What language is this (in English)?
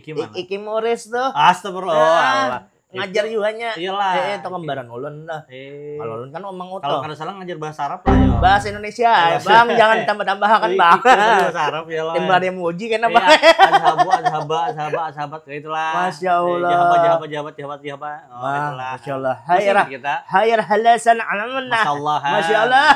Banjar